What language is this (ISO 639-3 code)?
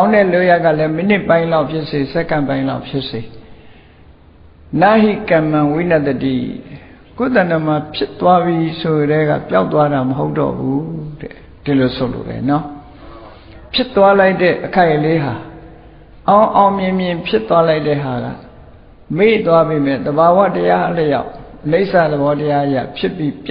mya